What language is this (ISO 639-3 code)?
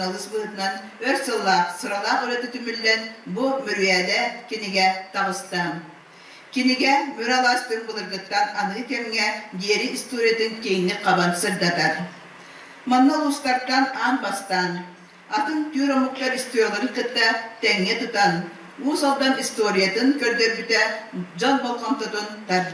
sah